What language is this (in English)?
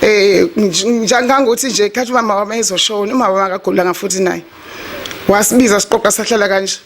Zulu